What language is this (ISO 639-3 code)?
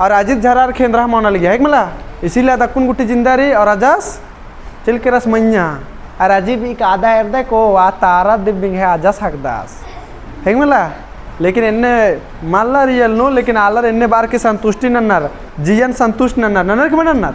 kru